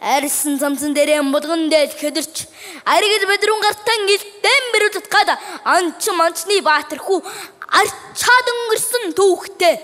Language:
Mongolian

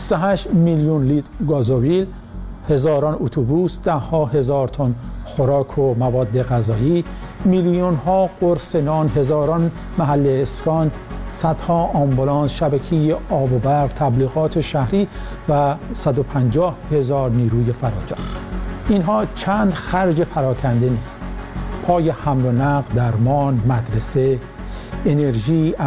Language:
Persian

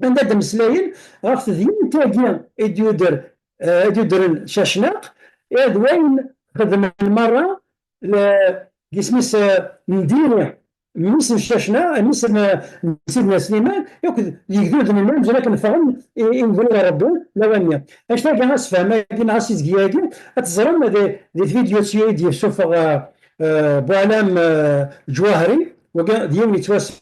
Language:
Kabyle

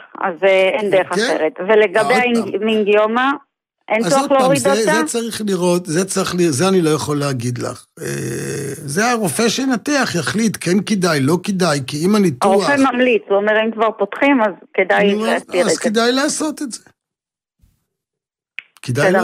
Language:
Hebrew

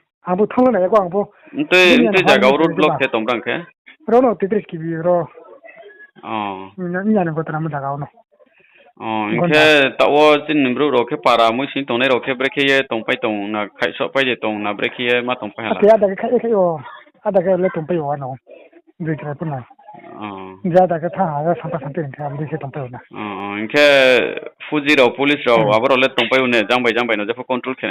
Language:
Riang (India)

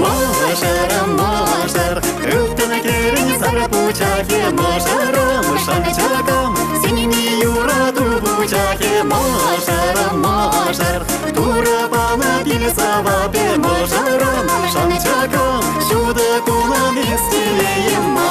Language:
Chuvash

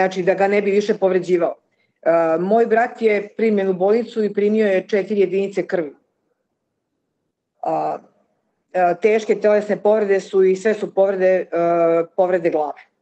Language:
Serbian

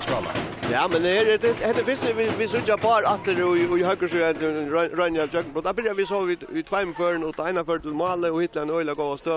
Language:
Faroese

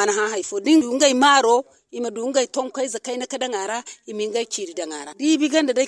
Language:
Hausa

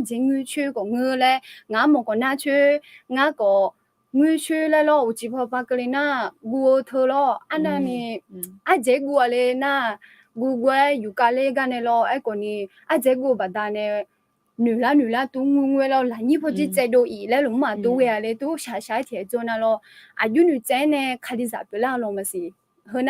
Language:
Akha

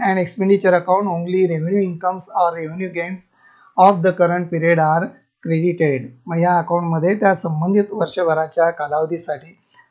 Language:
Marathi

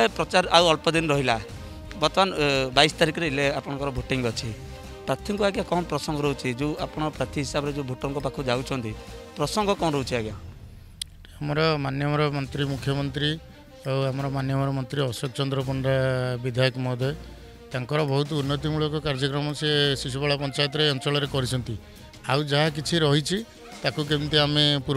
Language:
Odia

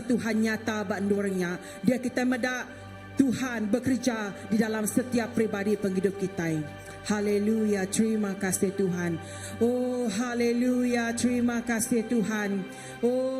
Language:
Iban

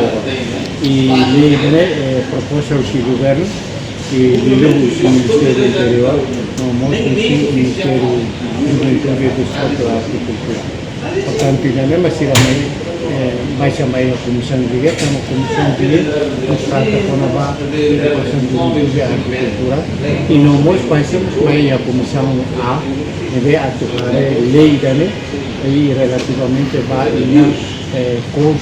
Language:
Tetum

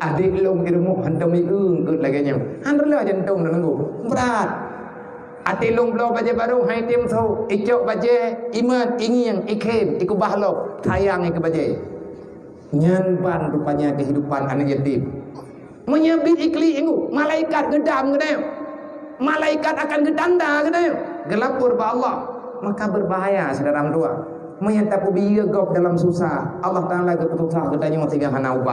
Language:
Achinese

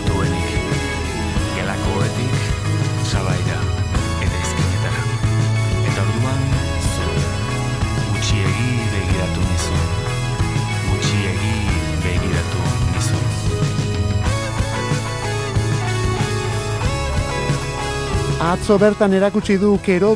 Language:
Basque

